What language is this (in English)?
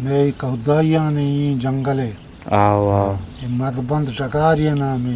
Eastern Balochi